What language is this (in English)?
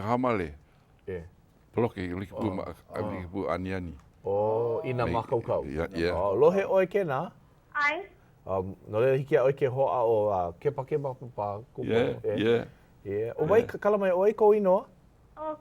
Hawaiian